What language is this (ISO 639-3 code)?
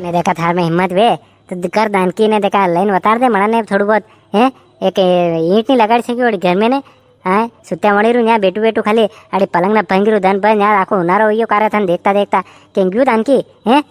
raj